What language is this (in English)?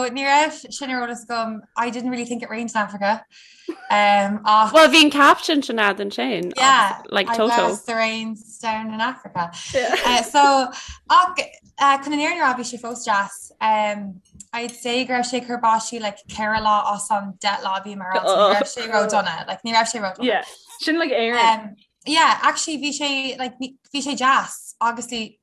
Irish